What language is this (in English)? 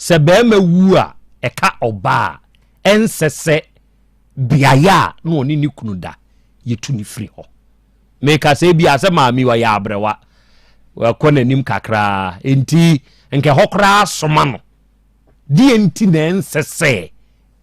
Akan